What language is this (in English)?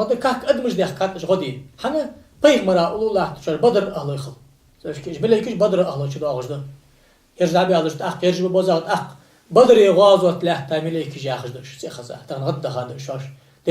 Ingush